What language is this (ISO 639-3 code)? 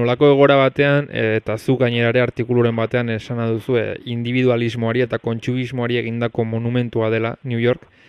eus